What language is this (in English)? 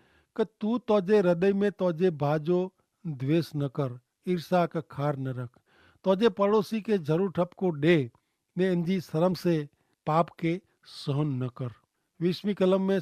Kachhi